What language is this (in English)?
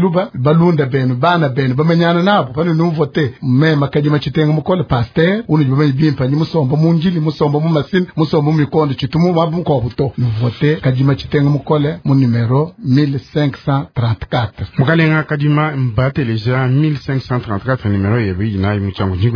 Luba-Lulua